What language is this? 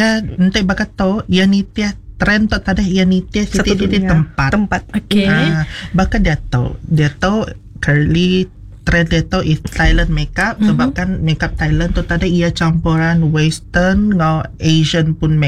Iban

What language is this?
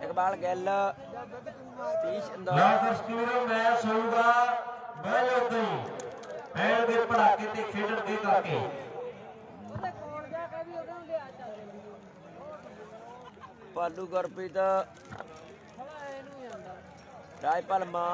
Punjabi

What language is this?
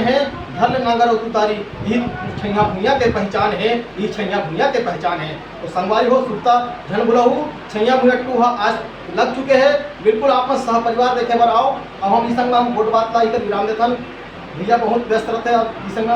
Chhattisgarhi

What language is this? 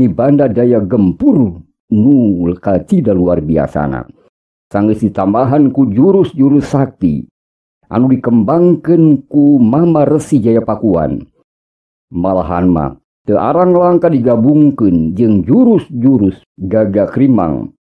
Sundanese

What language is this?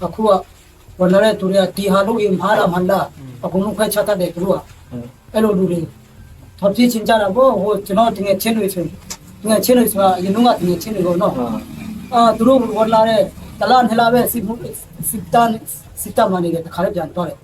Tedim Chin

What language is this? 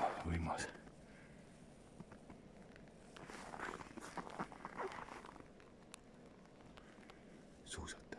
Estonian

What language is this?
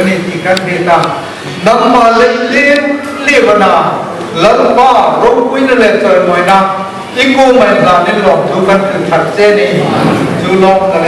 Hmar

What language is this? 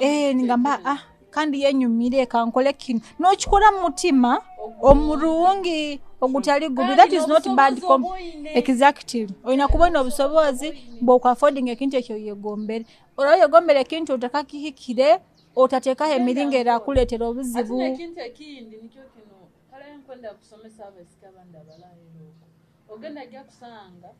Nyoro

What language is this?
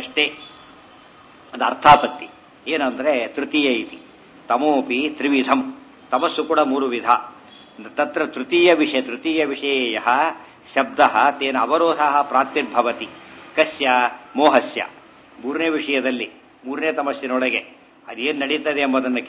Kannada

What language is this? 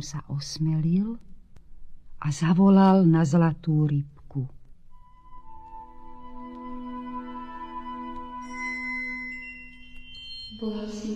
Slovak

